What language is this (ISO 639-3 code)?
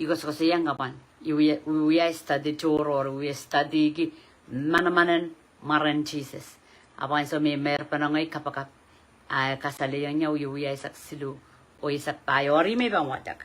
pon